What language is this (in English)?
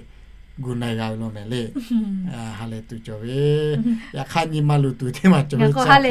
Lahu